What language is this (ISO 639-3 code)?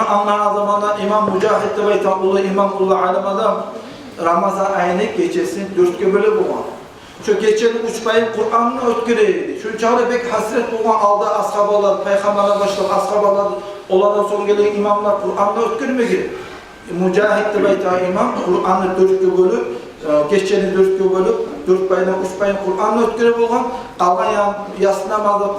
kum